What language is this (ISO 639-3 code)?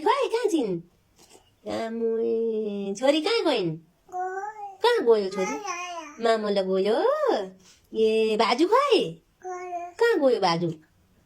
nep